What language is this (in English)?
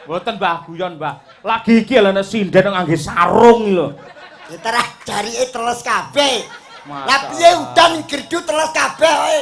Javanese